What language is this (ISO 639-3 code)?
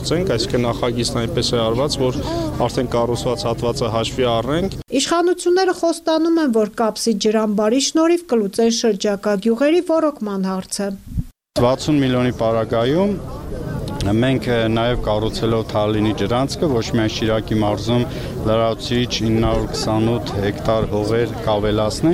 hye